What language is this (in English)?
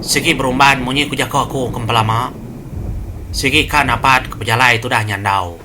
Iban